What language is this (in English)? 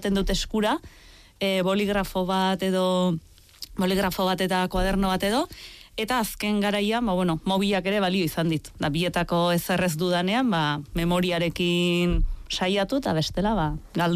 Basque